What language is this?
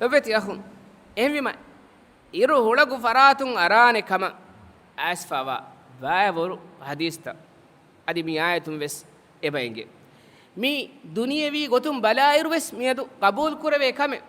Divehi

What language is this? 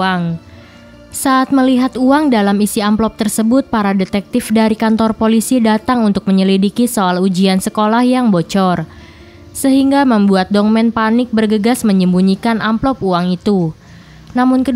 Indonesian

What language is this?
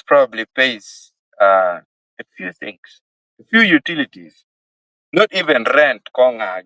Acoli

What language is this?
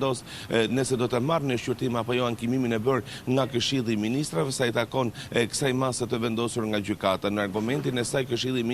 Albanian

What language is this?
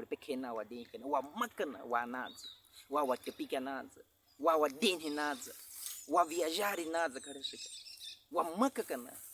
Baniwa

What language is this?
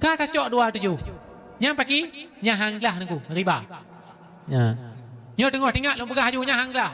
Achinese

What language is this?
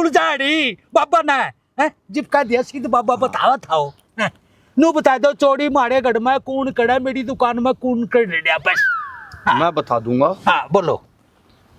Haryanvi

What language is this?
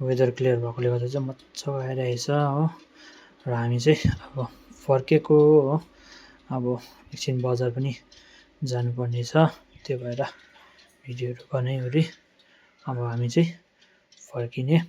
Nepali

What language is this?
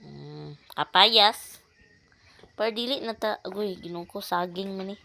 Cebuano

